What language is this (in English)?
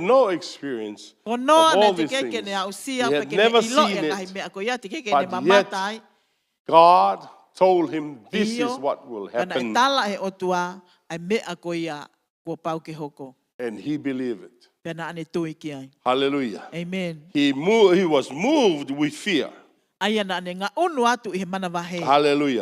Tongan